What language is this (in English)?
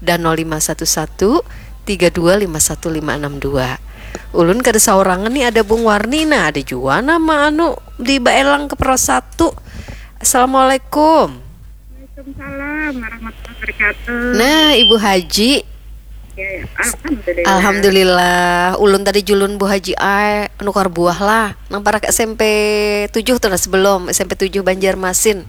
Banjar